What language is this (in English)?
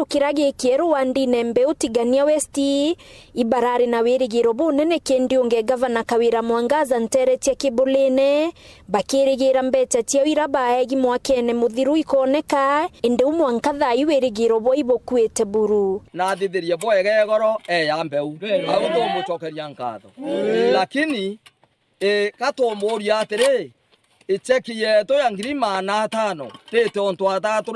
Meru